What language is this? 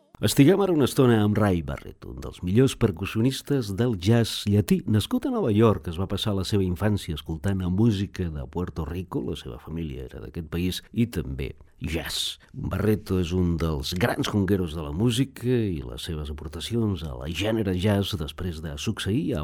Catalan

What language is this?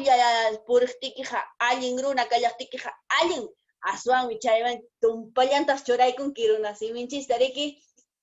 Quechua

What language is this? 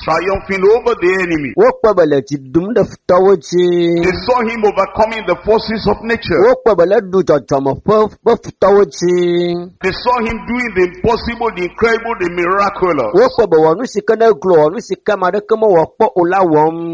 Ewe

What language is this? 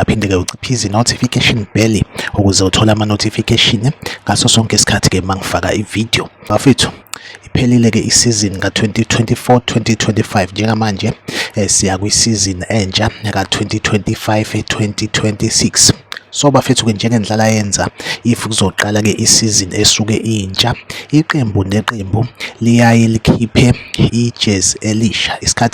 Zulu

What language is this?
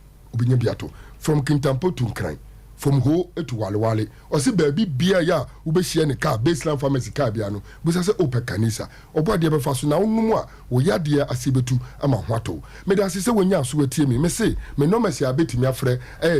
Akan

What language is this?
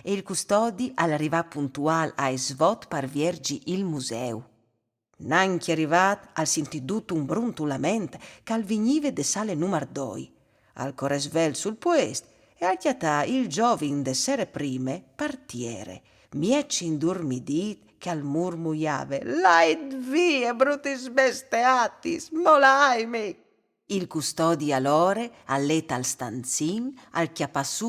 Friulian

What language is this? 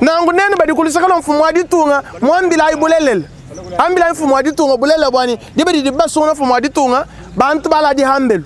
Luba-Lulua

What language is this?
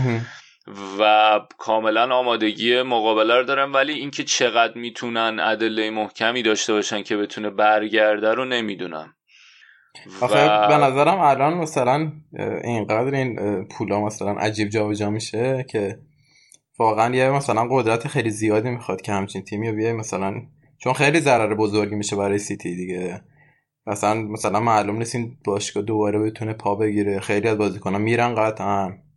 Persian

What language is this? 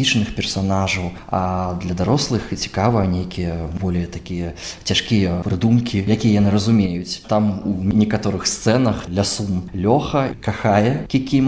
Belarusian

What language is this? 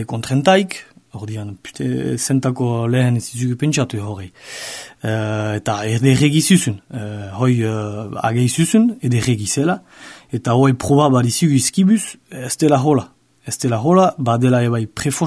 Basque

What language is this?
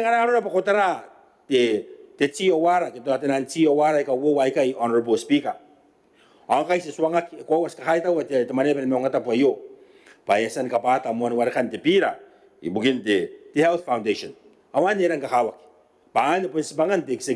Gilbertese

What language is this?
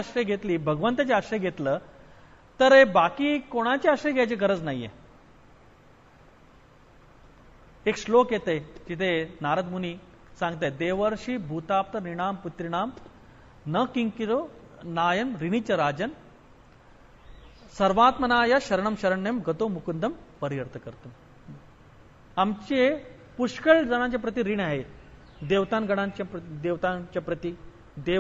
Marathi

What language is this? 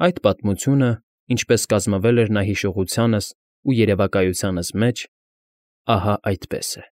Armenian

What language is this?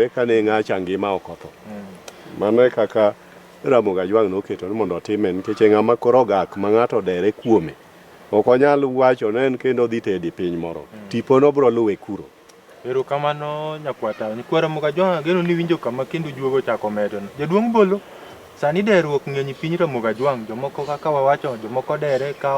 Luo (Kenya and Tanzania)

